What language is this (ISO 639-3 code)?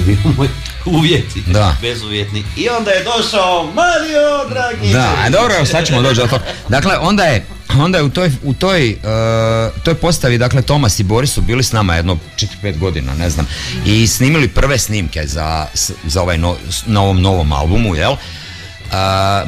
hrv